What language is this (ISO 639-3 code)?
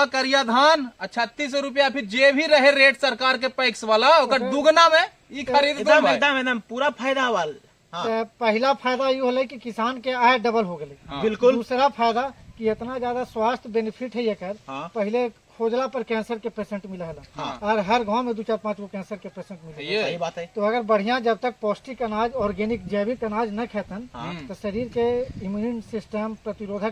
mag